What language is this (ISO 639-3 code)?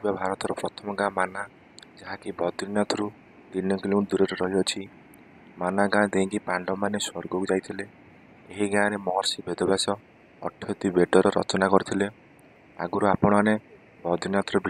ori